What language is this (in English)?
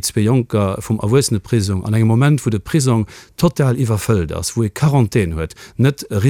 Luxembourgish